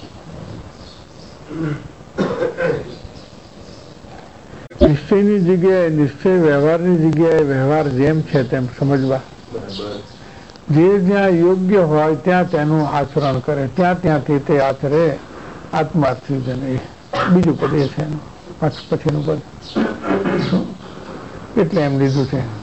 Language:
Gujarati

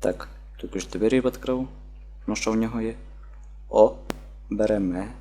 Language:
Rusyn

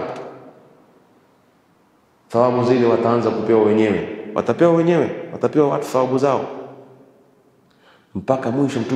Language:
Swahili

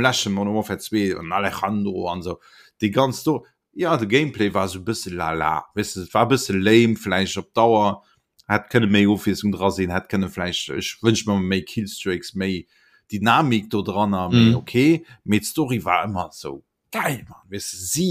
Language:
Luxembourgish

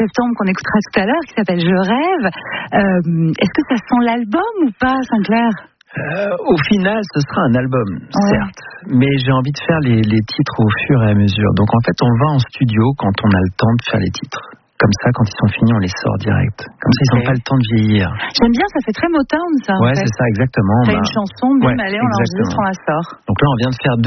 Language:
French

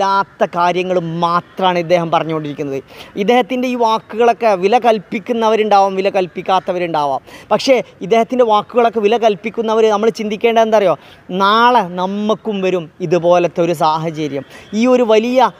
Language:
Malayalam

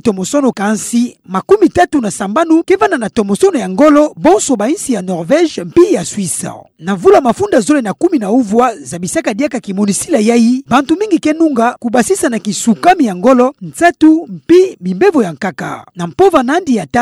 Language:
Kituba (Democratic Republic of Congo)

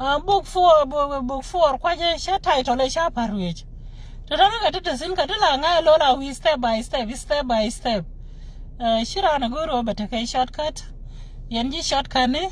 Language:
Nuer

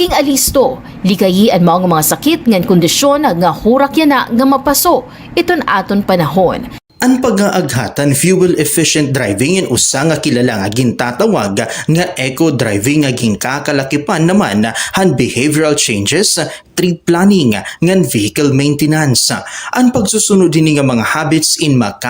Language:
Waray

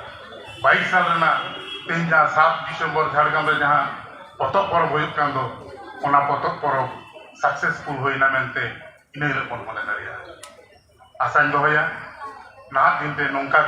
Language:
Santali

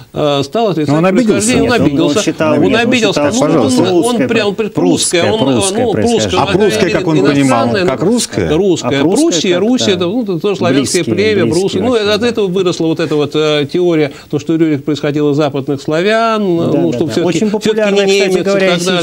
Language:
Russian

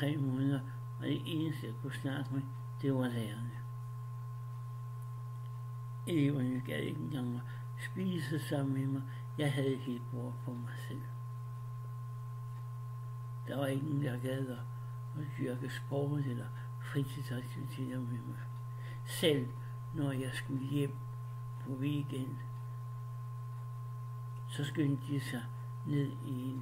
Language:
Danish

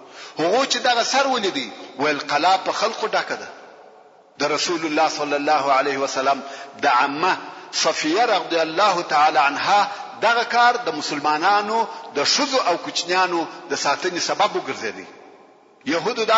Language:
Pashto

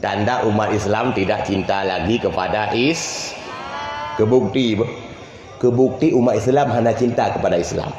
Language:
Achinese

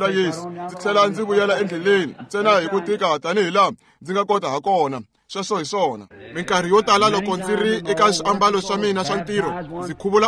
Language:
Tsonga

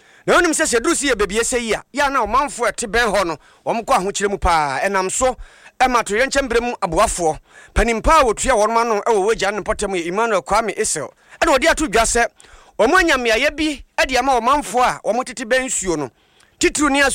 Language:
Akan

